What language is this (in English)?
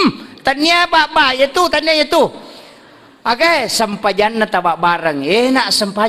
Buginese